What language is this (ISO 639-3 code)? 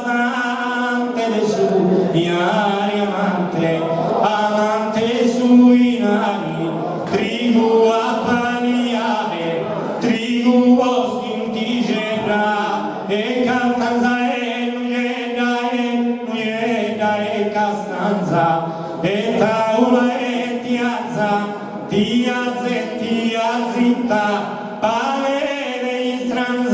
srd